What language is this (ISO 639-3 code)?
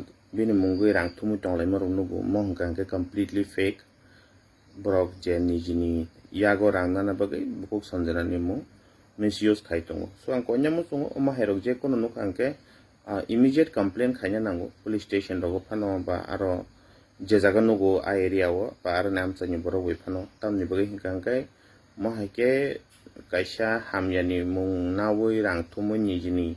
trp